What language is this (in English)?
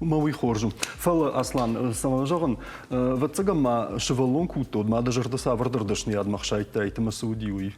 Ossetic